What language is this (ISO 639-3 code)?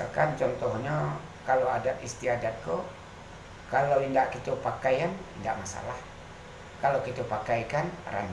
min